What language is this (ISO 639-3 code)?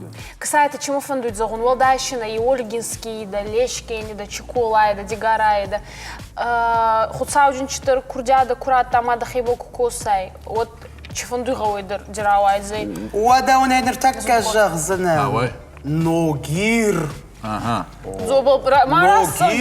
oss